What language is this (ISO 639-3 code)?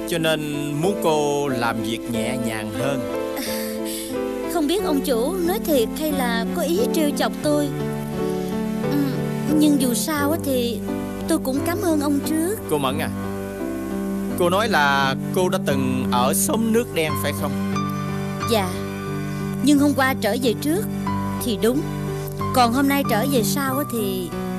vie